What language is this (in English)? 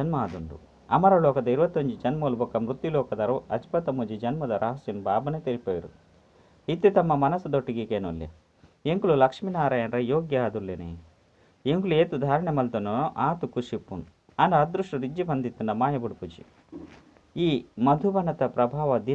Tulu